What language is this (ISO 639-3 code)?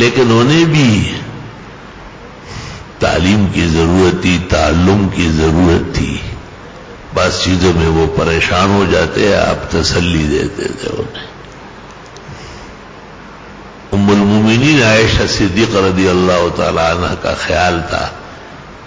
urd